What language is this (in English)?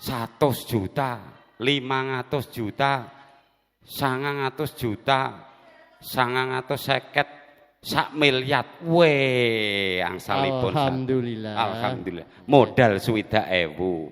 Javanese